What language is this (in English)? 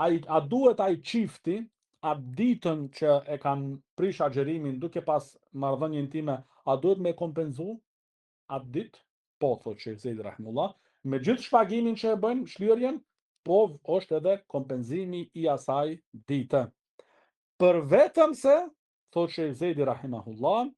Albanian